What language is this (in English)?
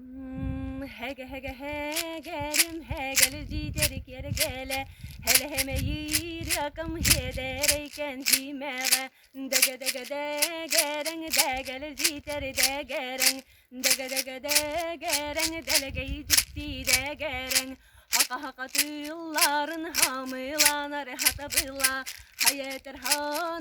Yakut